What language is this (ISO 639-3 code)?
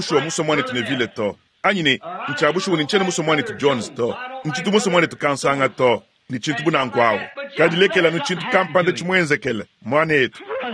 lua